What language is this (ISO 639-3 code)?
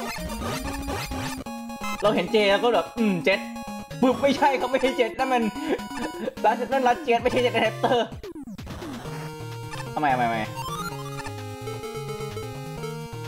tha